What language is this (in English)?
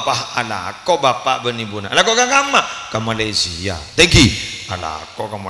Madurese